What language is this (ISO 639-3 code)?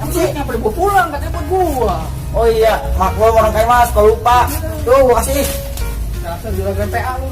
bew